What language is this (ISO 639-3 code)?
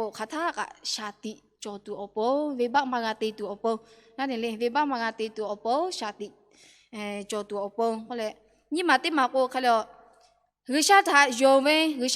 lhu